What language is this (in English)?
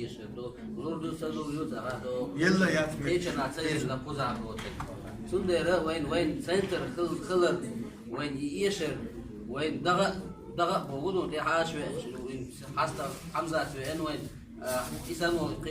Chechen